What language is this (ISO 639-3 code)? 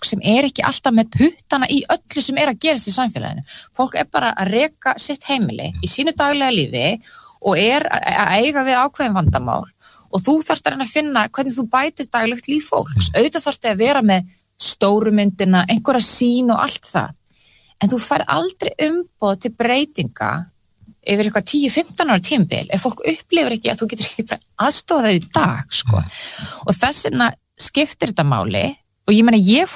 isl